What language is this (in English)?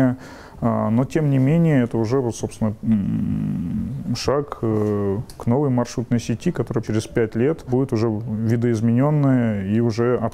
Russian